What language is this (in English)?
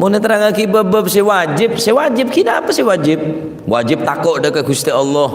Madurese